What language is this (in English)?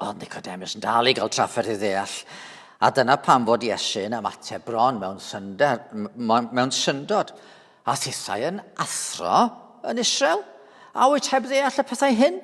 Welsh